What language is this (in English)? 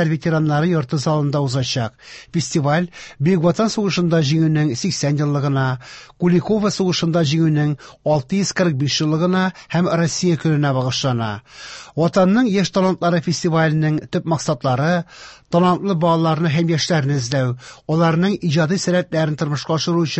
Tatar